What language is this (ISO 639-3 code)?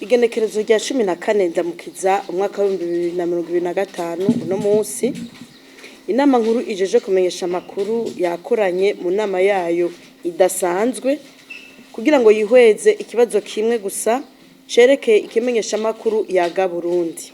run